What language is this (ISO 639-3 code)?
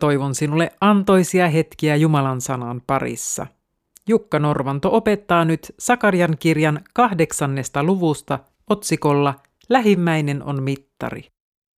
fin